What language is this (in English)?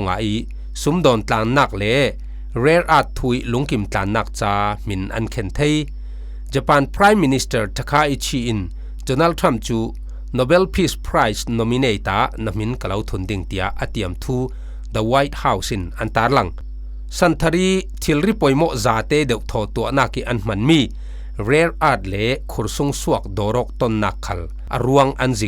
Falam Chin